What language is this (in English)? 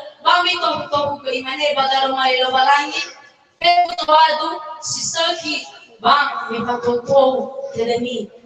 Nias